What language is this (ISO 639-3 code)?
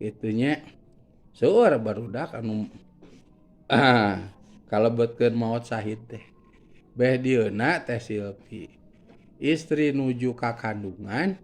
sun